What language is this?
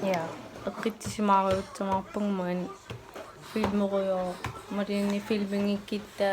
Kalaallisut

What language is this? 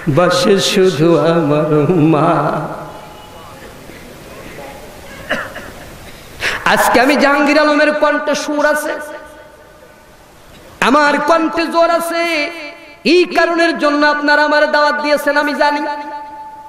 Bangla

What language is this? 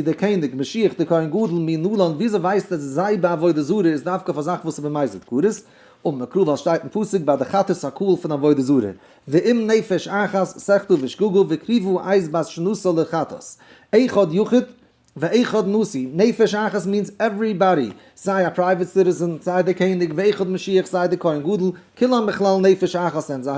Yiddish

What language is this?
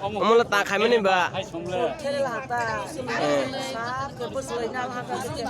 Kok Borok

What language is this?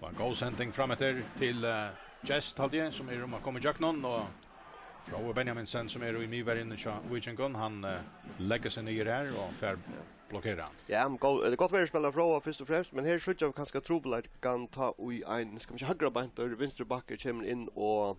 Faroese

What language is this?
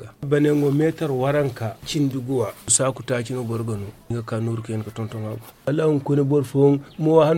Zarma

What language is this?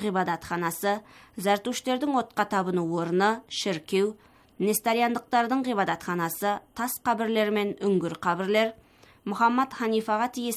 Kazakh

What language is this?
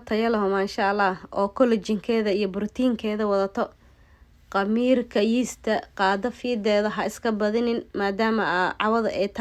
Somali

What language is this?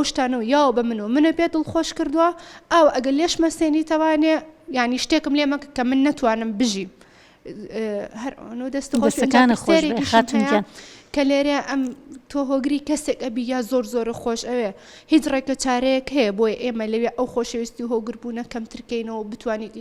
Central Kurdish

